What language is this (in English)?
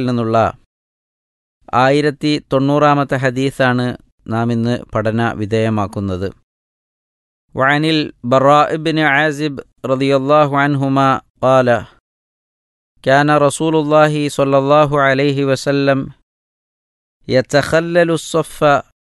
Malayalam